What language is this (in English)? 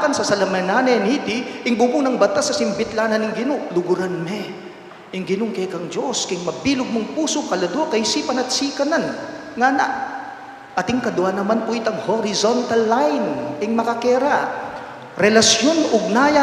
Pampanga